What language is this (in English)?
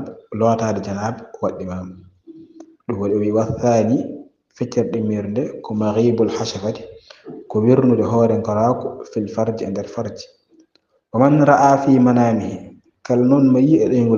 Fula